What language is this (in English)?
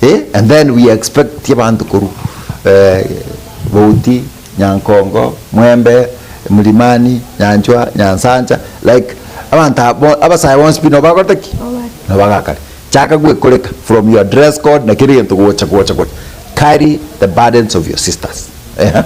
Gusii